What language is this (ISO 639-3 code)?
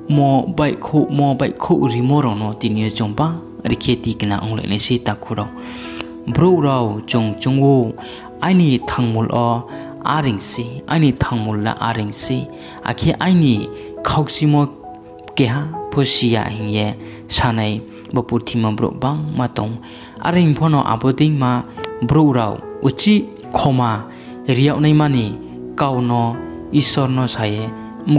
ria